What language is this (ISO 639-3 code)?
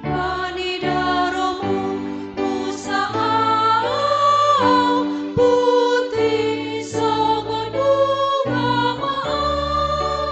bts